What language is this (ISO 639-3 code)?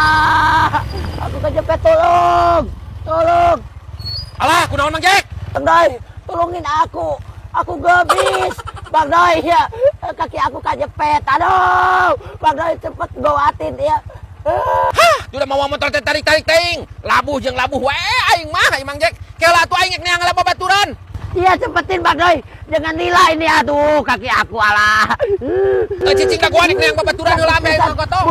sun